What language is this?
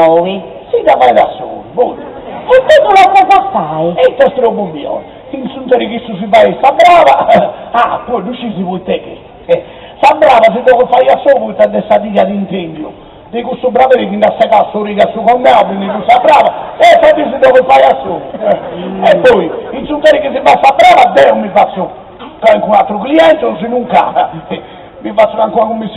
Sardinian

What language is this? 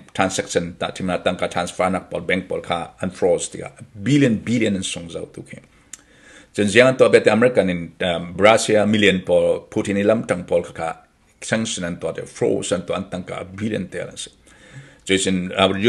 Falam Chin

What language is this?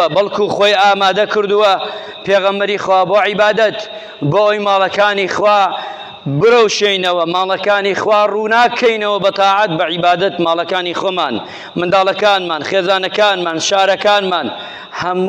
Central Kurdish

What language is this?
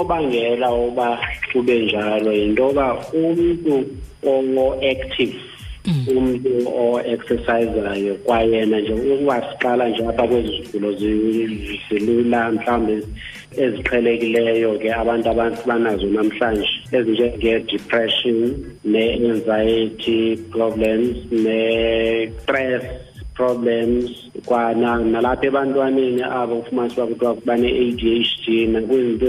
Xhosa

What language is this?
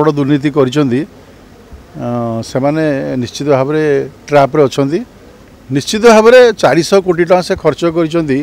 Odia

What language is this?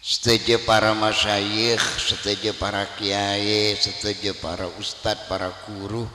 Madurese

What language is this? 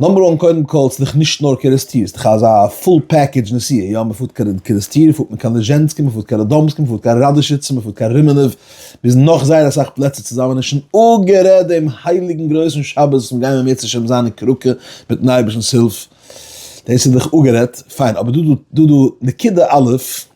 Yiddish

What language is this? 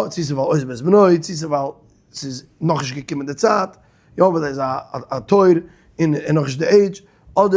Yiddish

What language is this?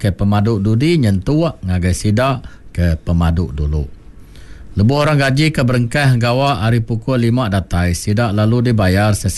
Iban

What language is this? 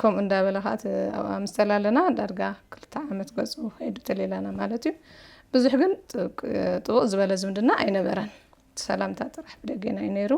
Tigrinya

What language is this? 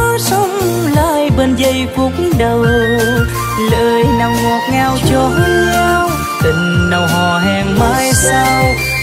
Vietnamese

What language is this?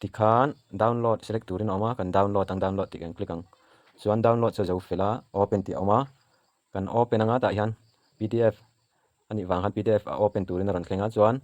Mizo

